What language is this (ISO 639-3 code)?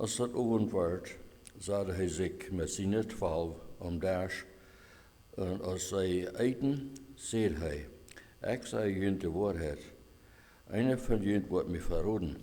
pdt